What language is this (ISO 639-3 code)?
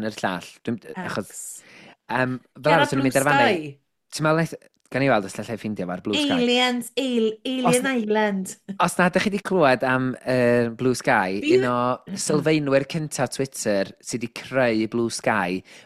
cym